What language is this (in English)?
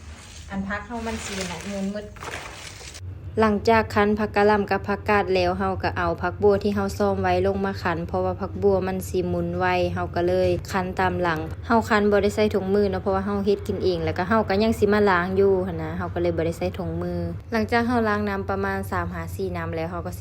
Lao